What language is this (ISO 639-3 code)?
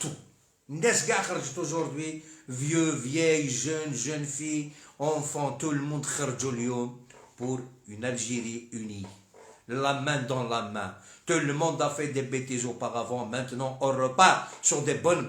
arq